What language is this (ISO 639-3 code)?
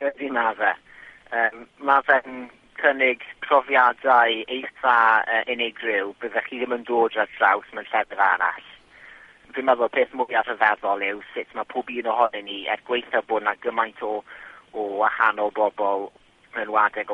cym